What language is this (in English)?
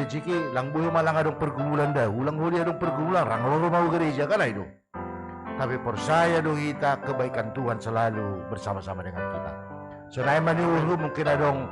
Batak Simalungun